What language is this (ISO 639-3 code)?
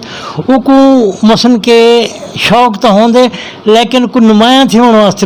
skr